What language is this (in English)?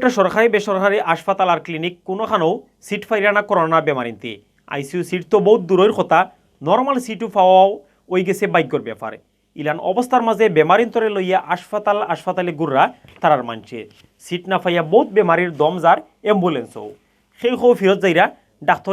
Sylheti